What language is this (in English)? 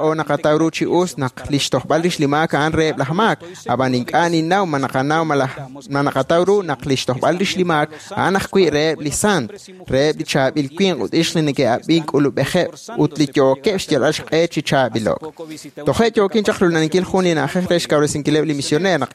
Kekchí